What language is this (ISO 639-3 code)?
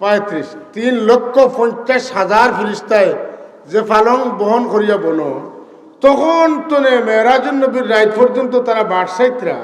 syl